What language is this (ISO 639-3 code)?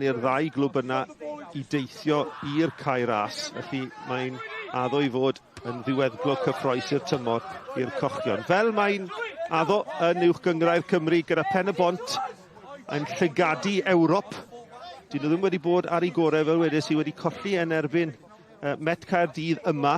cym